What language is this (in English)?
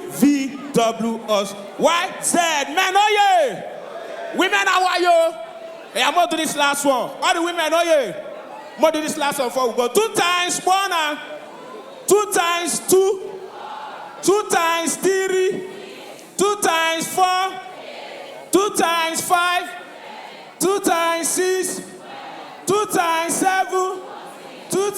Nigerian Pidgin